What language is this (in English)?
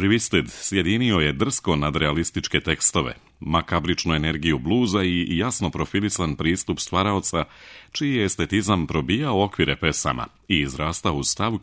Serbian